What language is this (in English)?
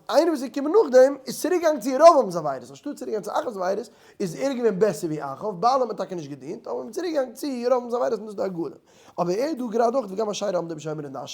Yiddish